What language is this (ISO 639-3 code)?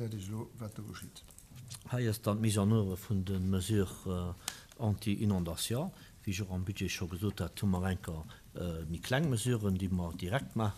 ltz